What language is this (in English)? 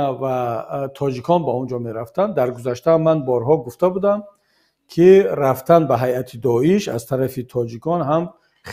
Tajik